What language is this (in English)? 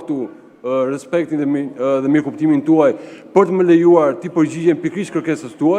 Albanian